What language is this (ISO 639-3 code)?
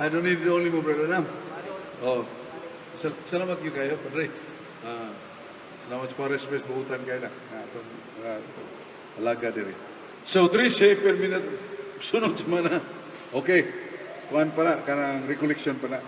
ceb